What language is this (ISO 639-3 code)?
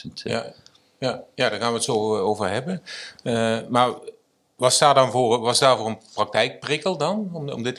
nld